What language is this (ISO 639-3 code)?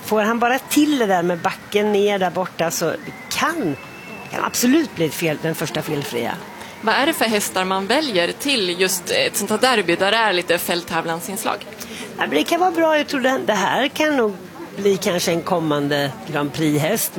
swe